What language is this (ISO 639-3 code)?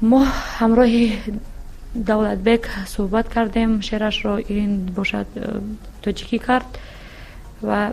tgk